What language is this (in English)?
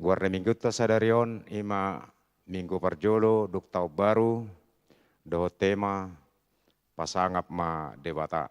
Batak Toba